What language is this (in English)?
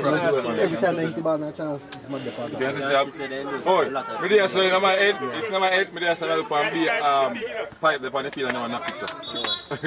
Jamaican Creole English